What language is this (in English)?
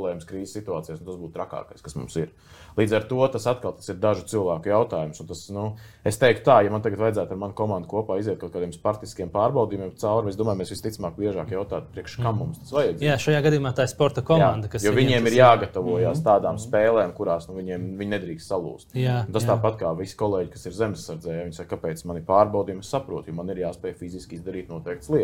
Latvian